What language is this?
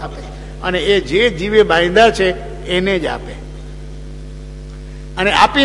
Gujarati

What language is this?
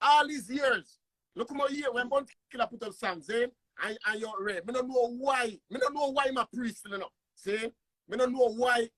Jamaican Creole English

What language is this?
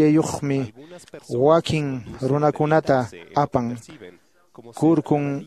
Quechua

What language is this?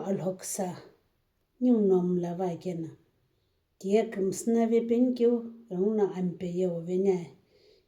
Sumi Naga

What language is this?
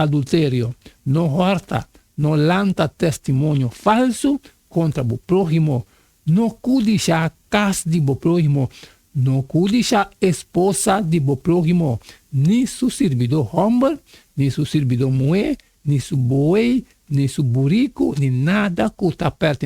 Papiamento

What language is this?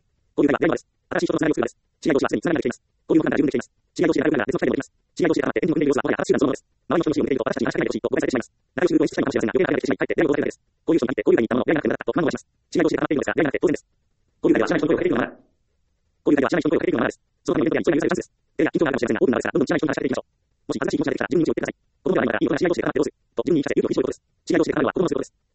Japanese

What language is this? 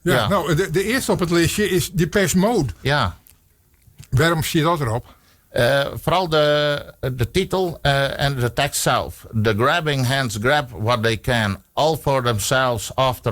Western Frisian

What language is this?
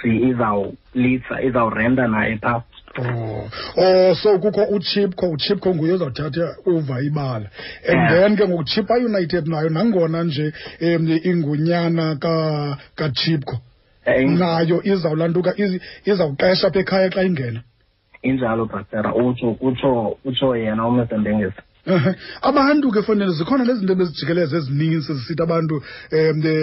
Xhosa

